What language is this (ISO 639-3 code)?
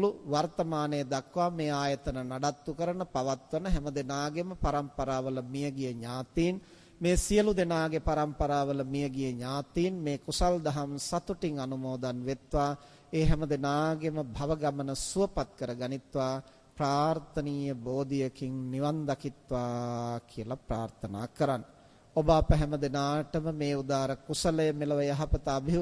sin